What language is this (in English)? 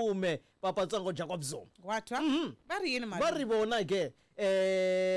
Tsonga